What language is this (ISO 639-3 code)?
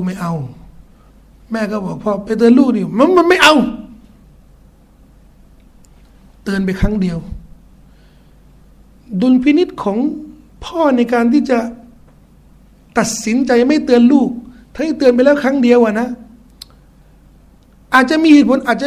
tha